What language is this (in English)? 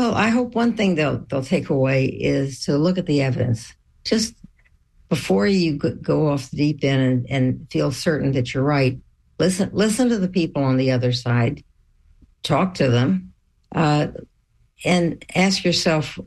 English